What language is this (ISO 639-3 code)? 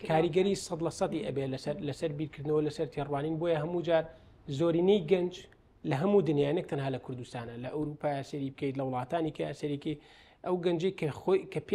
ckb